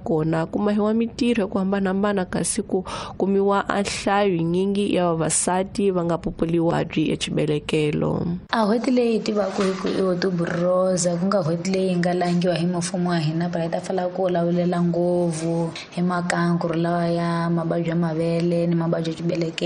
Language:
Tsonga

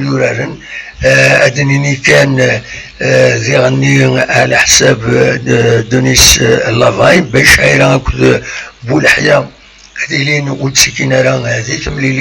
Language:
Kabyle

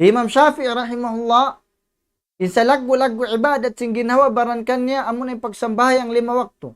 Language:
Tausug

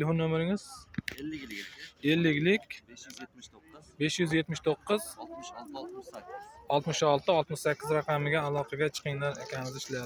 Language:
Uzbek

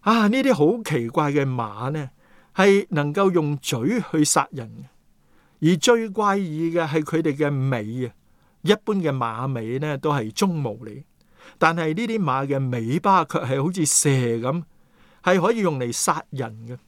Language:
Cantonese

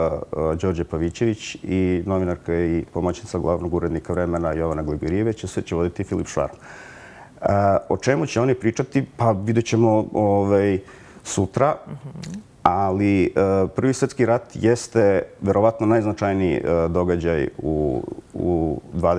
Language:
Serbian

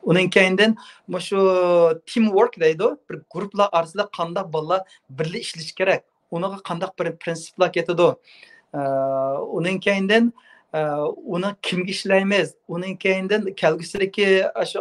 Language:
Uyghur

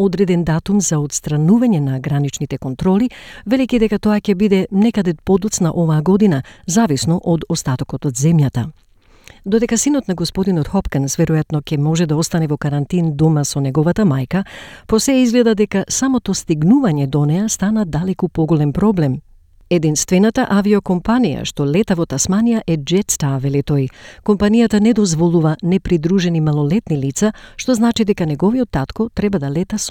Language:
Macedonian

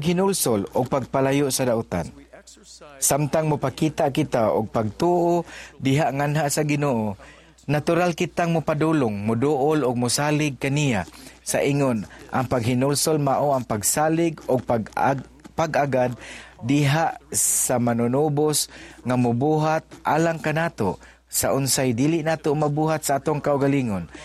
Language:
Cebuano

